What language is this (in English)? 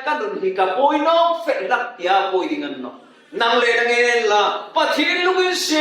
Hmar